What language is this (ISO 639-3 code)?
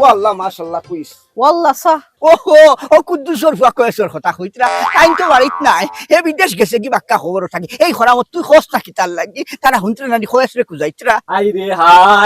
syl